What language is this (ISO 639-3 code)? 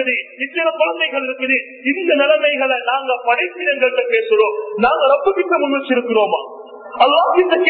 tam